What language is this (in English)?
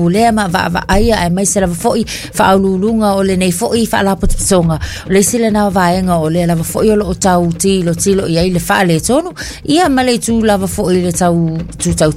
Samoan